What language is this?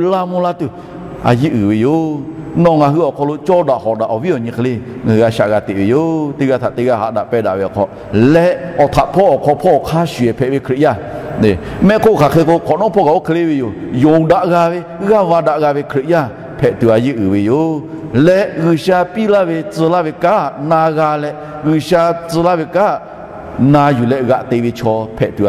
Lahu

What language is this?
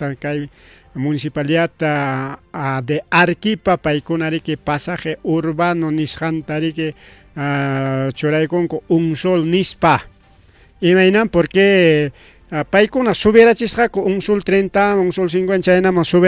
Ayacucho Quechua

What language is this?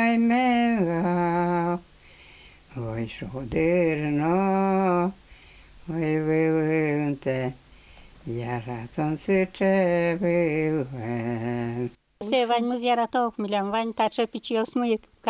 Udmurt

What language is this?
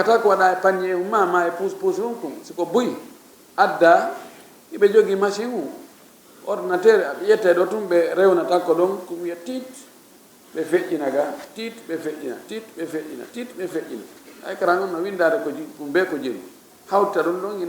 Fula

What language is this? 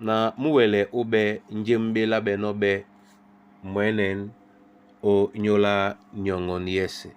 Duala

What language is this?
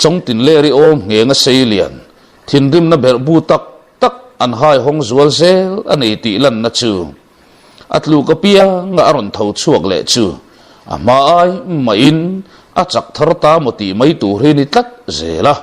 Mizo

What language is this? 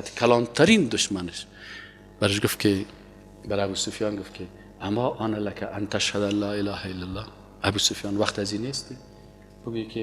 Persian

